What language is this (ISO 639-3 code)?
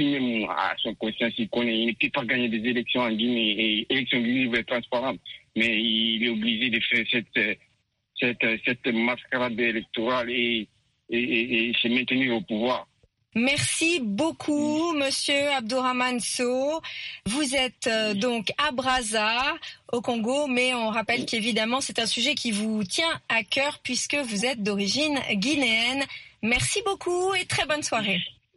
fra